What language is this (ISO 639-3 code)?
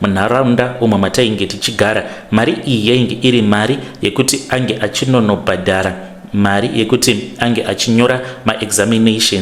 sna